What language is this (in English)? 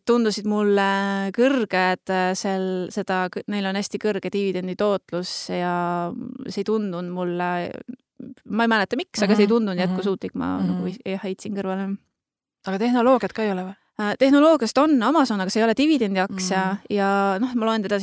Estonian